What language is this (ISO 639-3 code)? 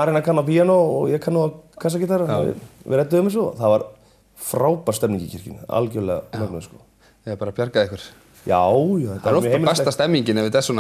isl